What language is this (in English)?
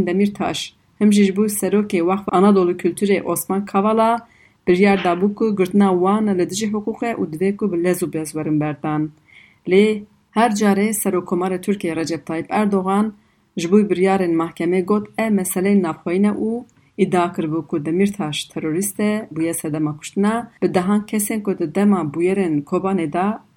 Kurdish